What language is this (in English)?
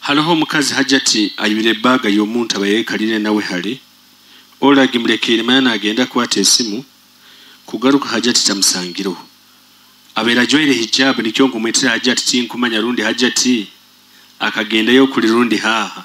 Nyoro